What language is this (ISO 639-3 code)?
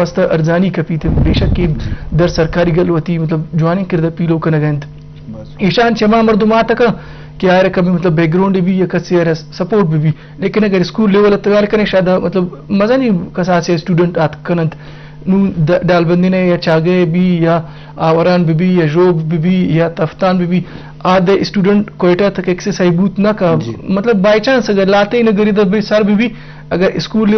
bgp